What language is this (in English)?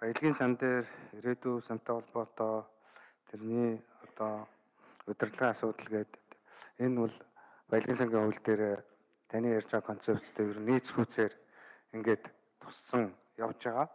Mongolian